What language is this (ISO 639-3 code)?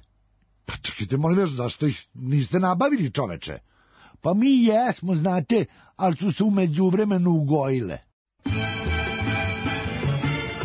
srp